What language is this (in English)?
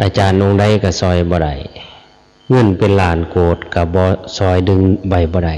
Lao